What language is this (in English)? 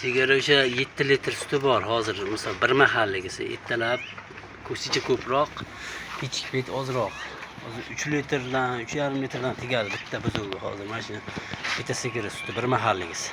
Uzbek